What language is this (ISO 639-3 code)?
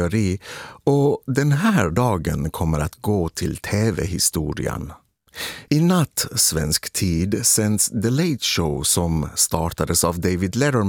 swe